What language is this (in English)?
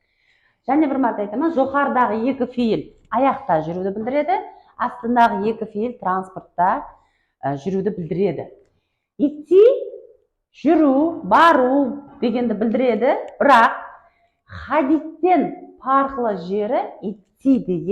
Kara-Kalpak